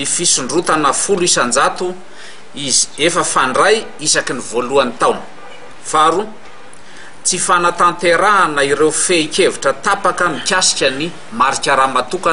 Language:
Malagasy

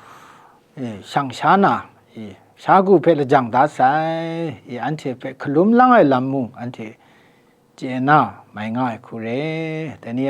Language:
Kachin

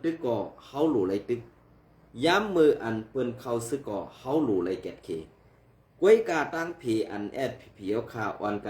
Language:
Shan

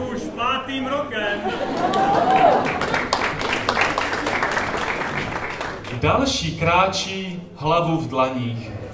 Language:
Czech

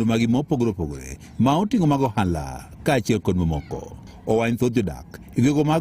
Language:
Luo (Kenya and Tanzania)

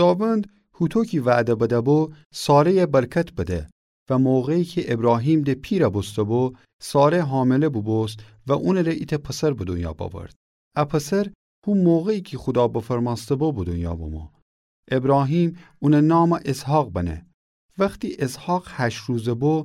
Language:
Gilaki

